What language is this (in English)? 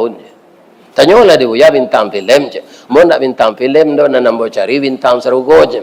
Minangkabau